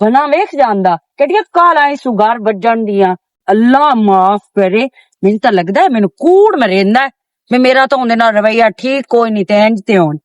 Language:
Western Panjabi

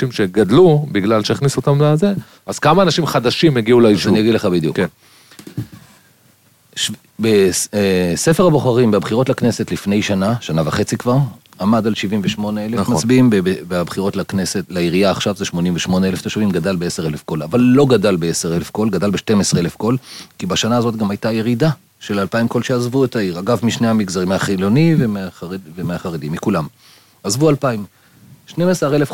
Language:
Hebrew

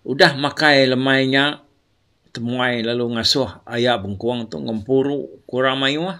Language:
Iban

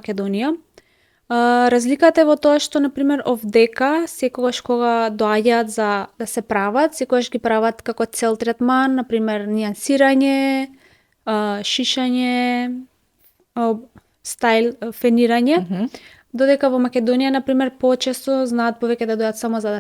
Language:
Macedonian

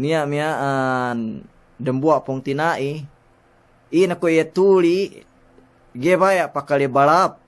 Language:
Yakan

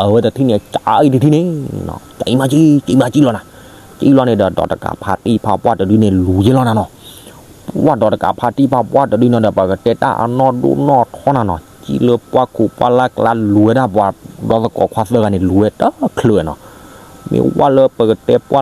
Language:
S'gaw Karen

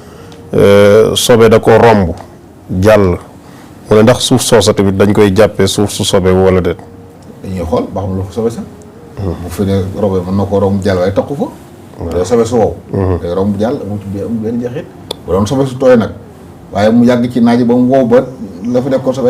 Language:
Wolof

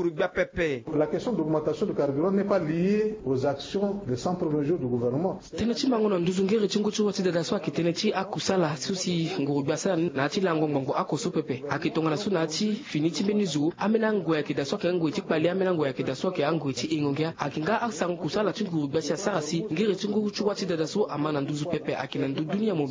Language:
Sango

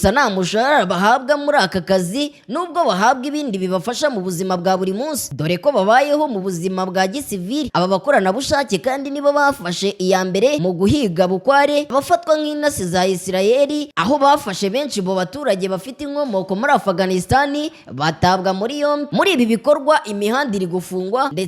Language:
Kinyarwanda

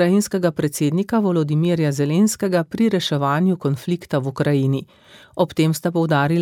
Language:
Slovenian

